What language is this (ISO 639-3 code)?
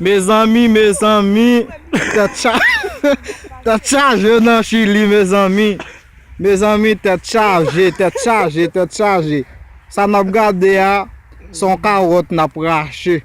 hat